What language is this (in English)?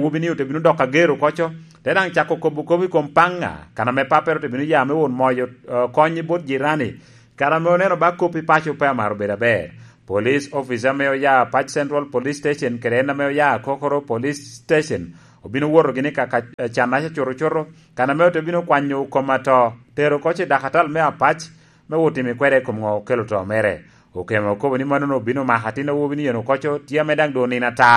Lango (Uganda)